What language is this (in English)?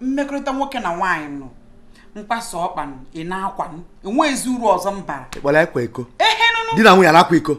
Igbo